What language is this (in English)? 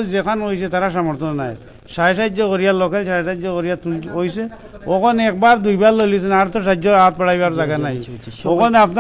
Sylheti